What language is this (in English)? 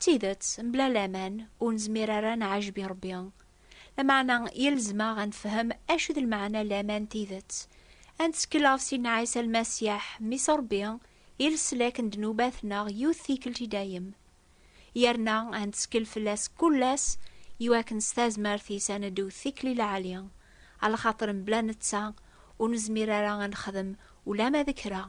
Kabyle